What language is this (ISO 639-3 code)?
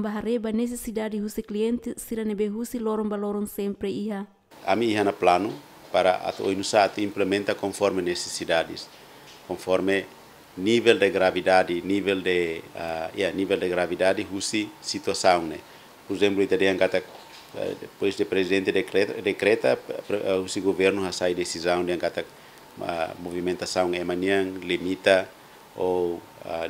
tet